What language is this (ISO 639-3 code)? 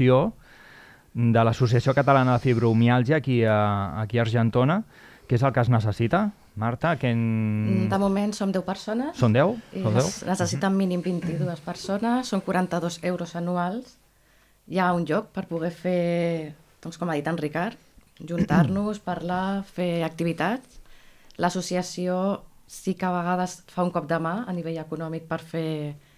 cat